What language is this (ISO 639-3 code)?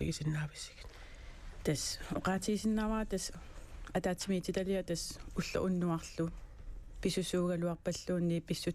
kal